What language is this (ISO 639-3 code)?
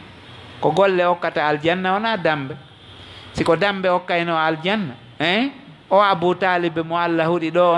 ful